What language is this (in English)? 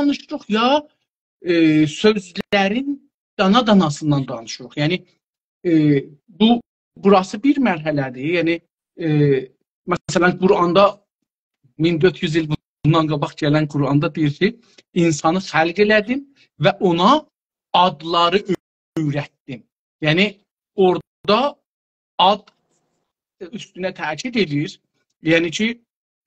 South Azerbaijani